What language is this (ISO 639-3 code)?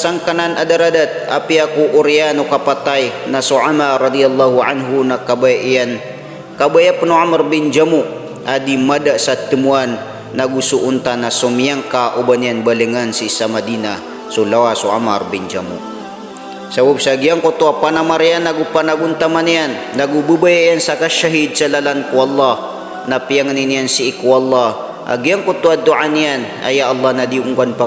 mrw